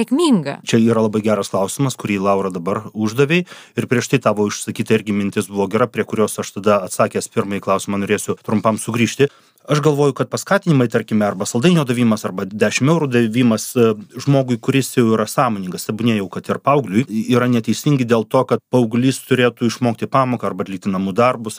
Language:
Lithuanian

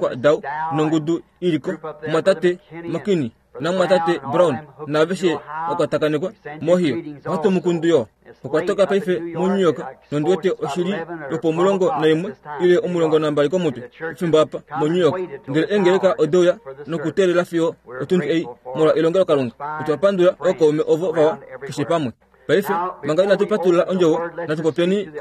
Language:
Kuanyama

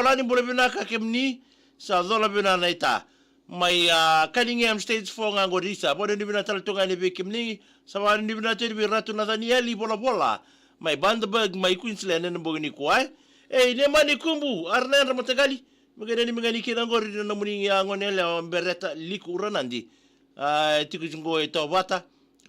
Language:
Fijian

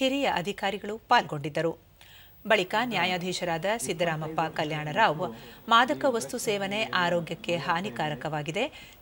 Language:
Kannada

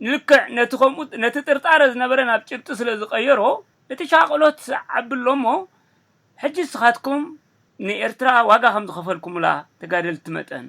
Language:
Tigrinya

